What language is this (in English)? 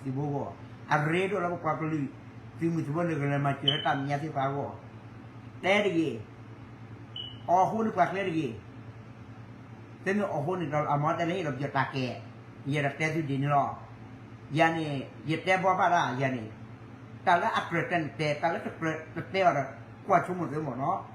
S'gaw Karen